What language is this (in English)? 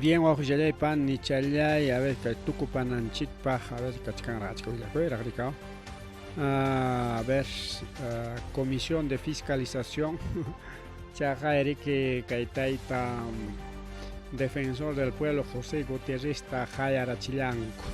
Ayacucho Quechua